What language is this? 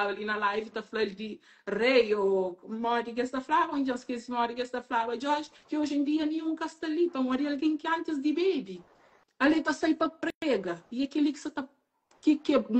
Kabuverdianu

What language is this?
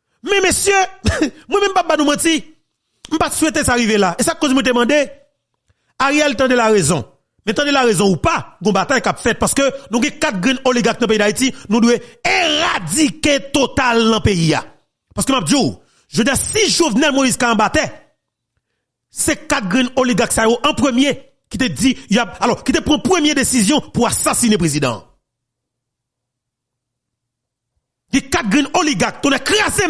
Haitian Creole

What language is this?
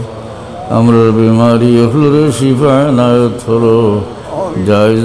Sylheti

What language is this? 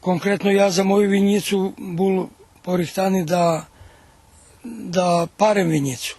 Rusyn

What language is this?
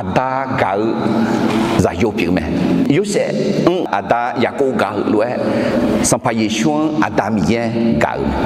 Akha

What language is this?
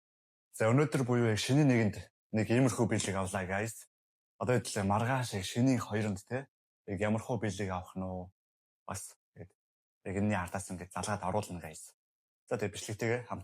Mongolian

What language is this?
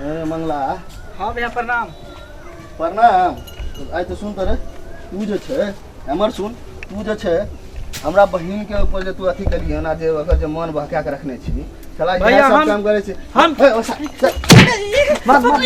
Maithili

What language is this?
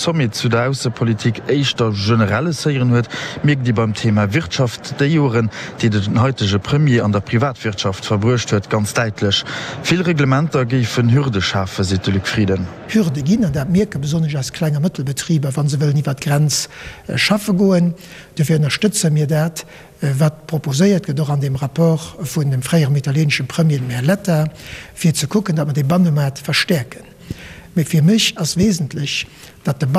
Luxembourgish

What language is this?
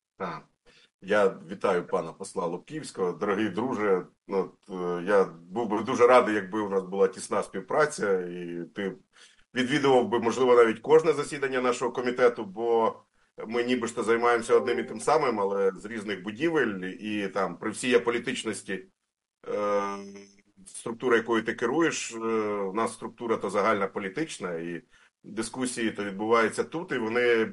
Ukrainian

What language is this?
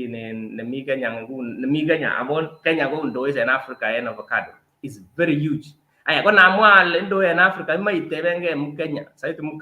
Kalenjin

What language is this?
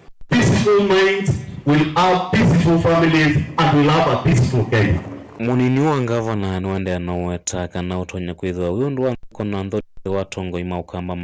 Kamba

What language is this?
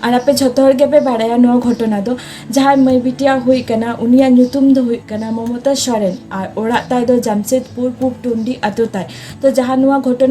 Santali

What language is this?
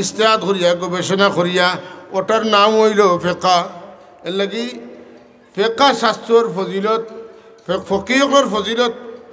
Sylheti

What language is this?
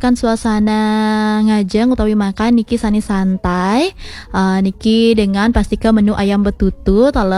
Balinese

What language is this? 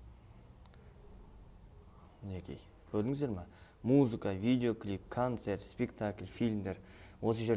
Kazakh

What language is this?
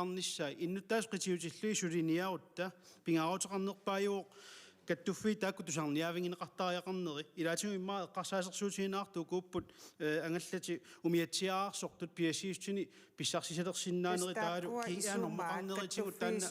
Kalaallisut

